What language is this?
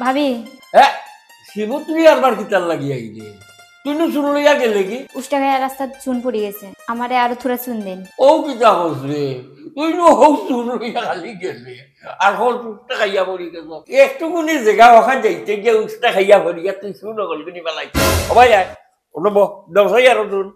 Sylheti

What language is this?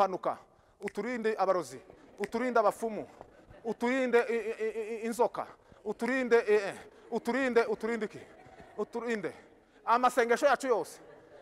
Kinyarwanda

